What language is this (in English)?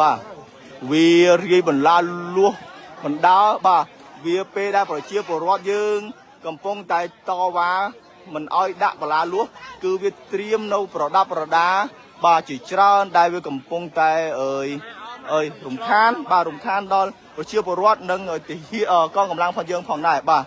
Khmer